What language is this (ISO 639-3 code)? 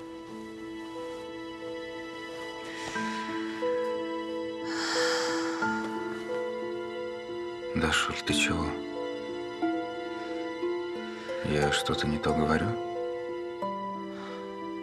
rus